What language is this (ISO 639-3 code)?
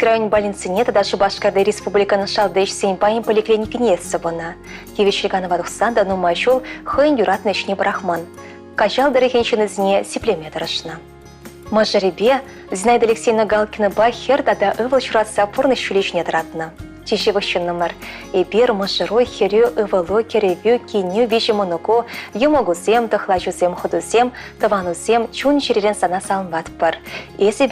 chv